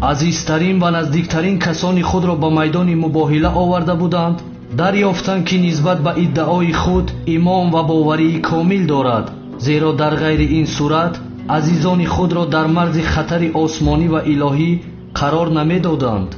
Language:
Tajik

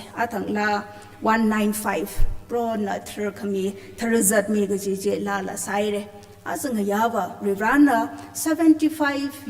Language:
Tangkhul Naga (India)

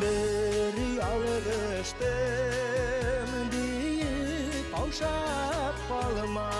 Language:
Bashkir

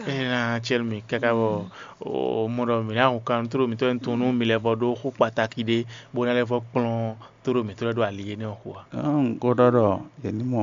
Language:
Fon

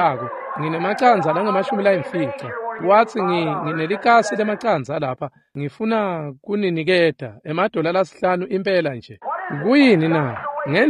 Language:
Swati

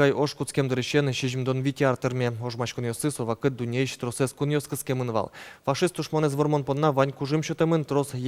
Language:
Udmurt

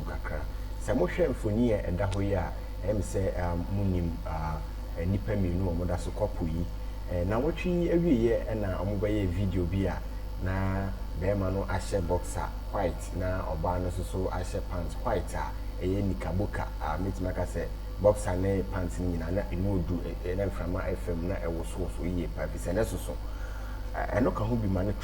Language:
Akan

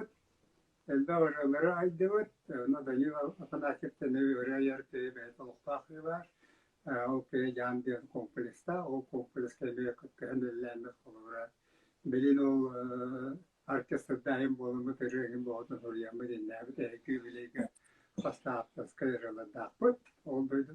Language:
Yakut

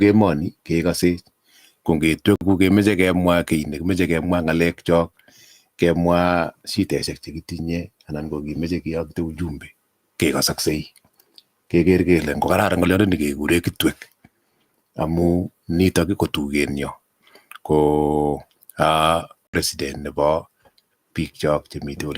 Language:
Kalenjin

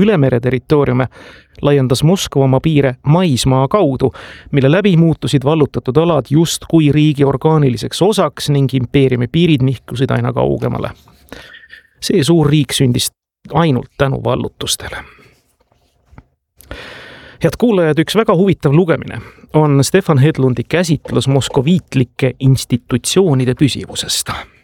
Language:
Estonian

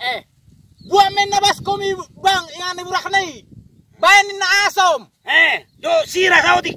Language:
Batak Toba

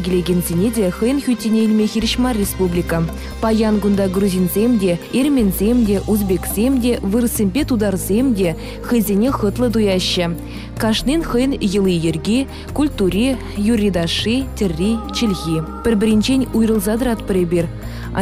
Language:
Chuvash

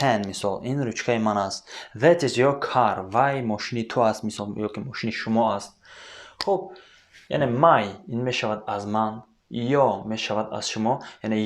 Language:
Tajik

